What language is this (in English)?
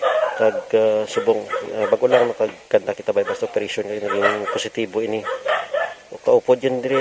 Hiligaynon